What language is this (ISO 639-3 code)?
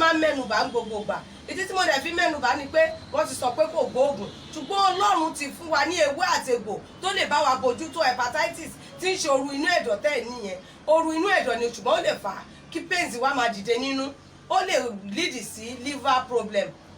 yor